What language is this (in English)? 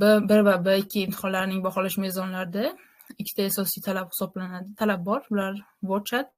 Uzbek